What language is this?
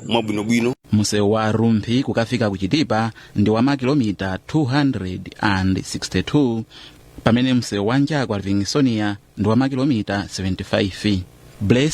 Nyanja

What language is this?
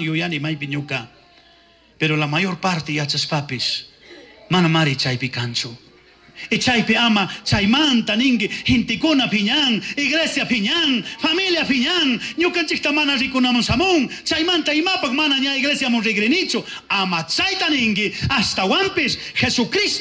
Chimborazo Highland Quichua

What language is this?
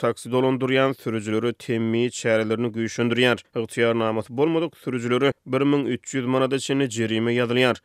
Turkmen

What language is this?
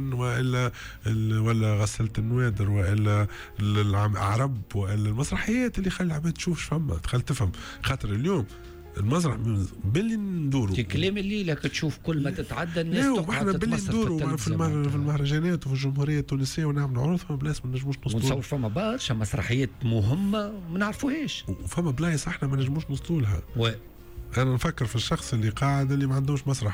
Tunisian Arabic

